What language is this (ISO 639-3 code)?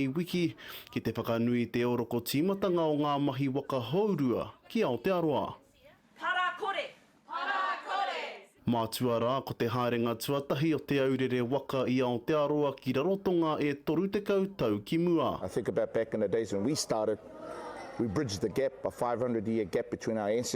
mri